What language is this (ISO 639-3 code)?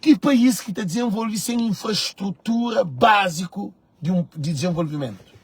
kea